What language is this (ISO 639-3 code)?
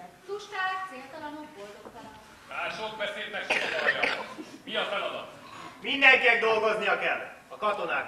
hun